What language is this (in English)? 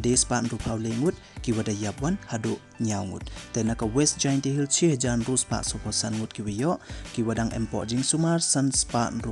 Pnar